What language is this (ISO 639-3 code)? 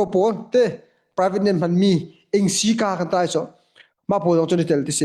cnh